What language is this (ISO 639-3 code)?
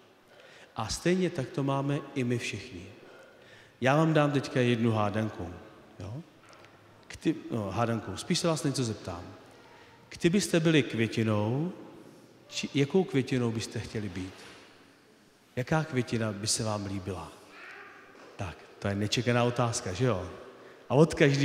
ces